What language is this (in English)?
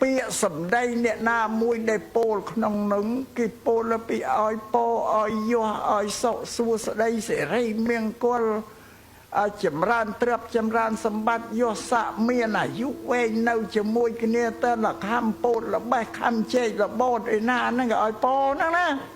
Khmer